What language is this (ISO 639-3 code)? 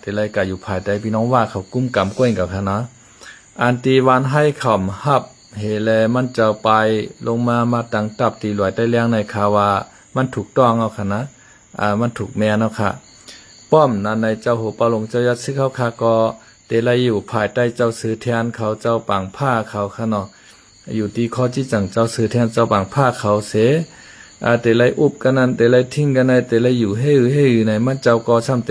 shn